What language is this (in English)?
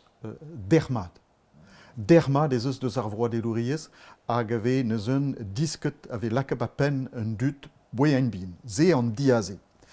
Breton